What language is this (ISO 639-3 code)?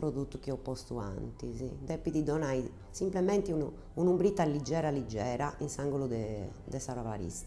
srd